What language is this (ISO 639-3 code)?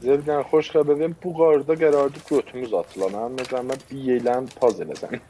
azb